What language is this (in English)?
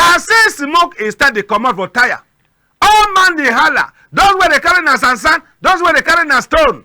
Cameroon Pidgin